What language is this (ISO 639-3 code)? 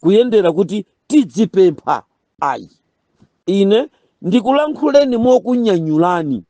nya